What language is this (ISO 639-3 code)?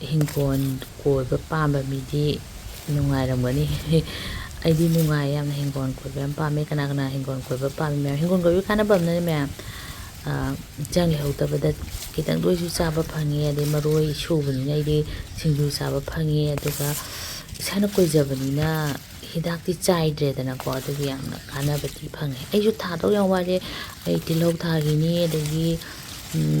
mni